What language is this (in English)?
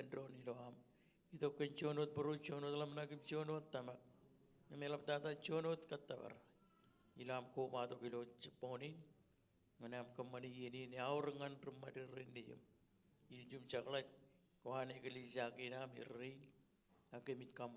Marshallese